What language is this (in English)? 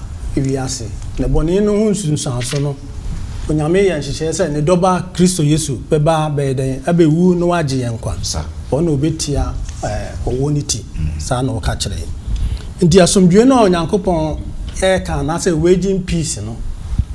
Akan